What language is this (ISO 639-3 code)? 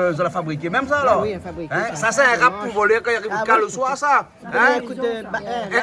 rcf